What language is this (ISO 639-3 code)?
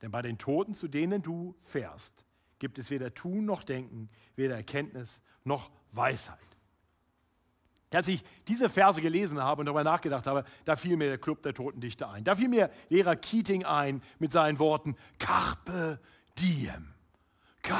deu